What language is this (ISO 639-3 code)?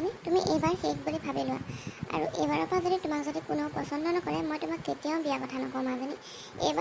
asm